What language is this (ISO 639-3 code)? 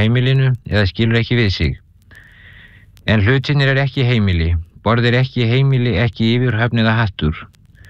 isl